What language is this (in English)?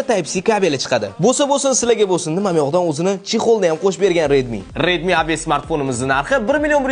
Uzbek